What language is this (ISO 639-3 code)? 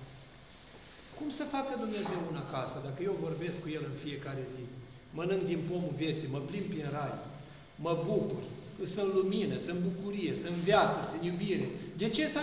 ron